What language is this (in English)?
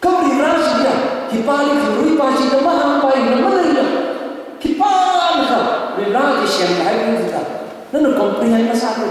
Tangkhul Naga (India)